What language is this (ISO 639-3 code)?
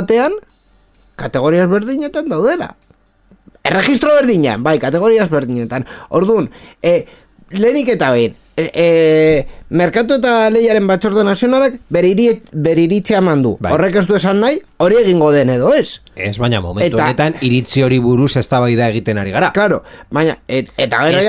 eus